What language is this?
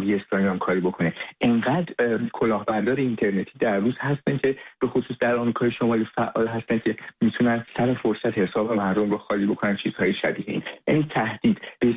Persian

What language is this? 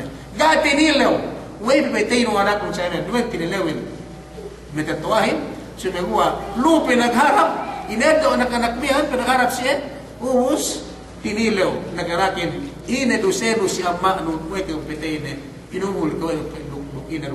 Yakan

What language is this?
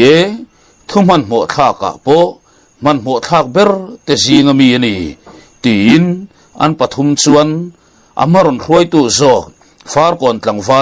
Mizo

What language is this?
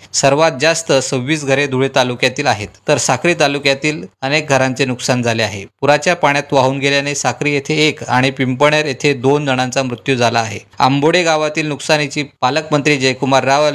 Marathi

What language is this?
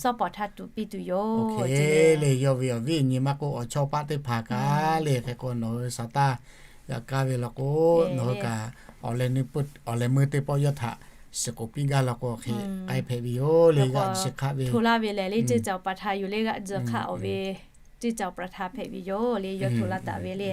Lahu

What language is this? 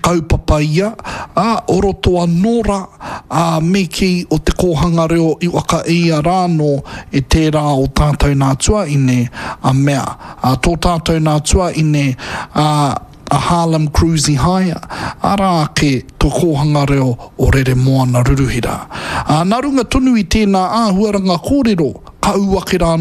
Māori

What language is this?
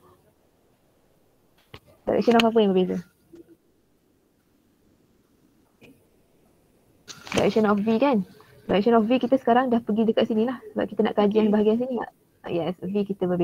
Malay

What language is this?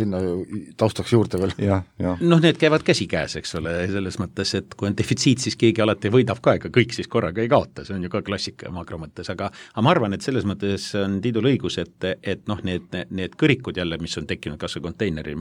Estonian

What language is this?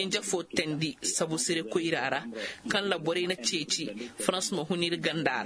Koyraboro Senni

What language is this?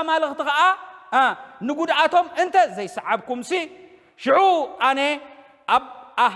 Tigrinya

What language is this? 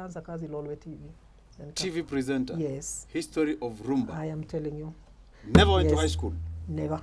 Meru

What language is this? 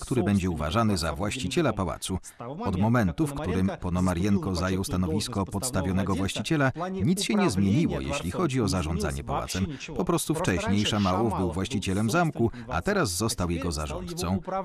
Polish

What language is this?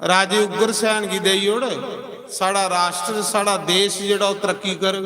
Dogri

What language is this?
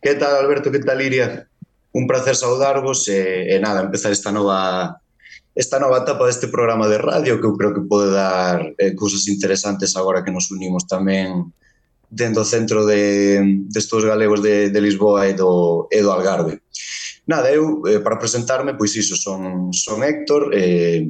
Galician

